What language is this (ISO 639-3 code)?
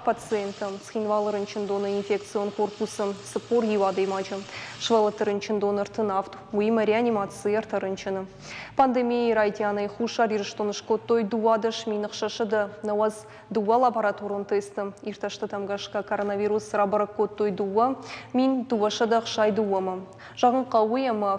oss